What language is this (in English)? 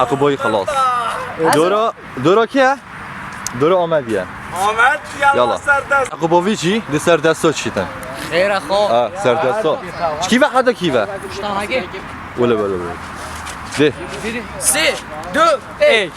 Kurdish